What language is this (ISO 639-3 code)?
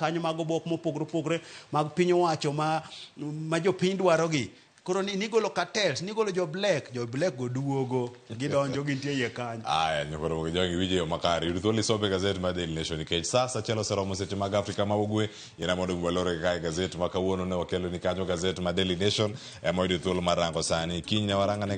luo